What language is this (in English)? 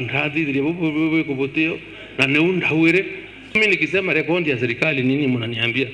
Meru